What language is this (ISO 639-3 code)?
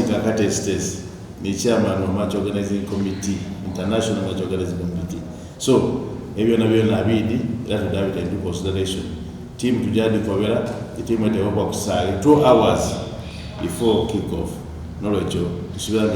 xog